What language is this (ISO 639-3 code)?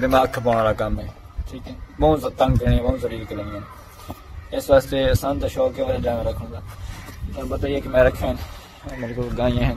skr